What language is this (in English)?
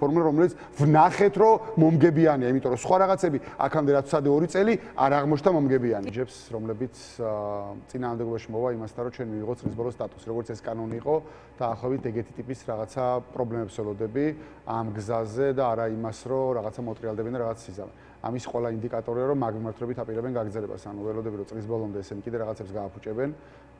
Georgian